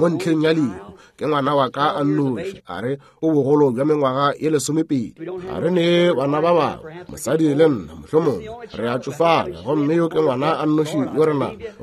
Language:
Northern Sotho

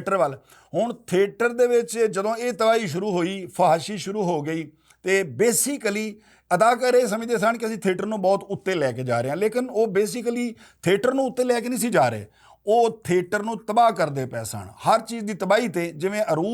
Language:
Western Panjabi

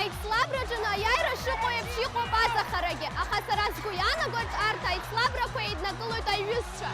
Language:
Abkhazian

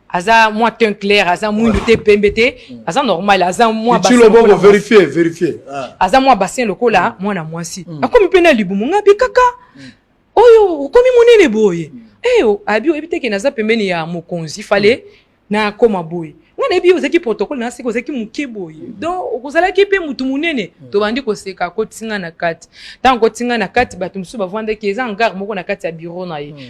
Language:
Lingala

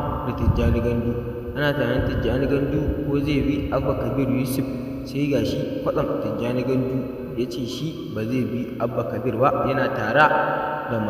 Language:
Hausa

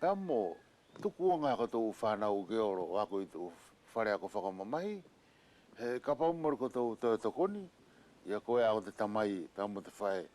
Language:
Wallisian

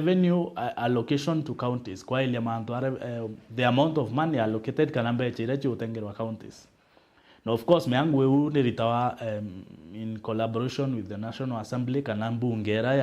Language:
Meru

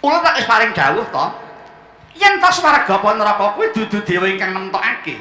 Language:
Javanese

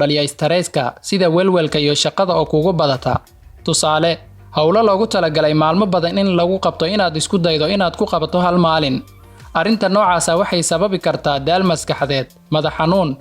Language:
Somali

